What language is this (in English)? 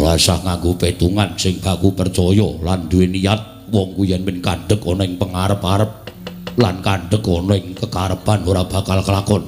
Javanese